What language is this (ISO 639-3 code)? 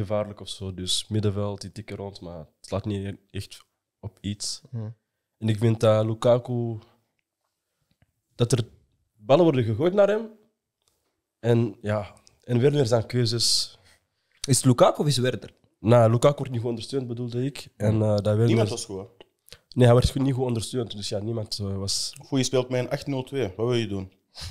nld